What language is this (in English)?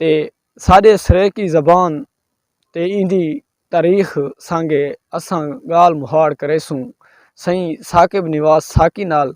Saraiki